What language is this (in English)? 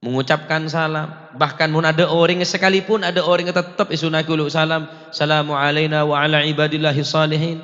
Madurese